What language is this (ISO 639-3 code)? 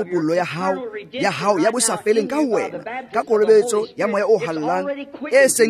tsn